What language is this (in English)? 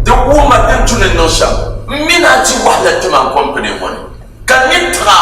Dagbani